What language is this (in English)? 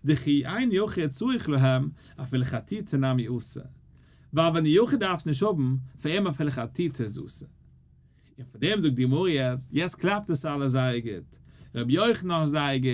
Yiddish